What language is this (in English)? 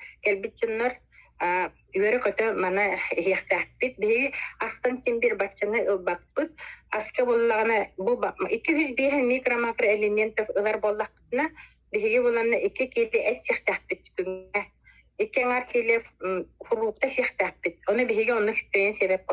Yakut